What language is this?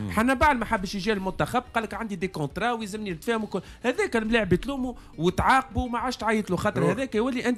Tunisian Arabic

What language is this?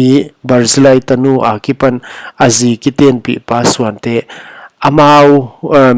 Paite Chin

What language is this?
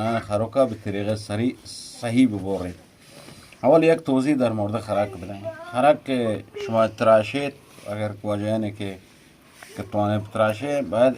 Eastern Balochi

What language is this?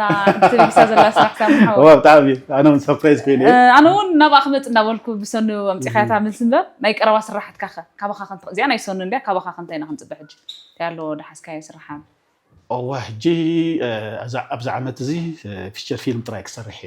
Tigrinya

